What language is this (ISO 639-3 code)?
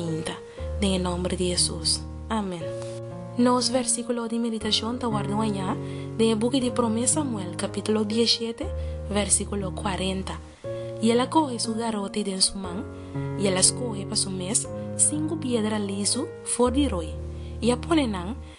pap